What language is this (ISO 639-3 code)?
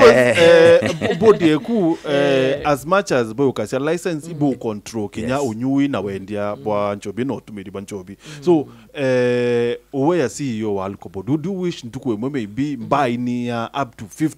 mer